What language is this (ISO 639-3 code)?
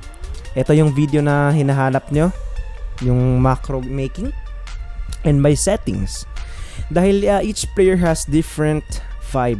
fil